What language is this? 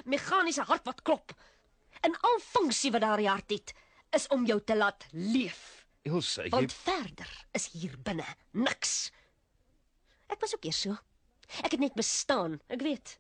Afrikaans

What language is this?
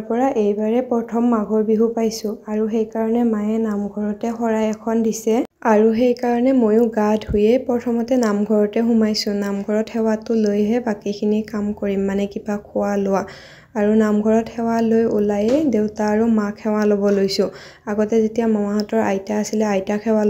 Assamese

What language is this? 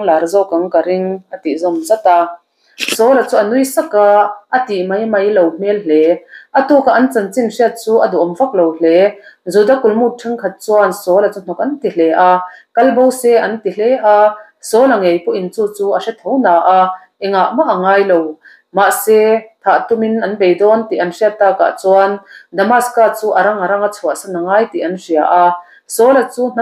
Mizo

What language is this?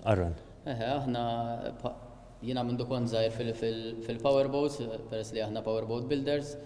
Maltese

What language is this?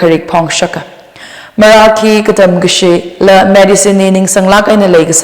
Tangkhul Naga (India)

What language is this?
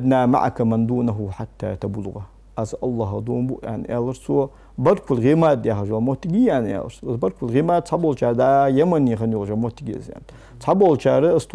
Ingush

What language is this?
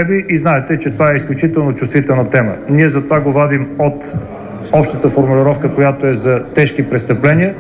Bulgarian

